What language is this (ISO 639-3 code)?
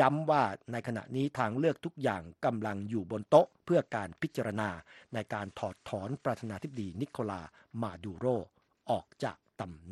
tha